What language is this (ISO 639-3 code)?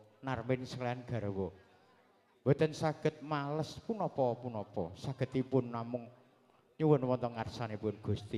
jav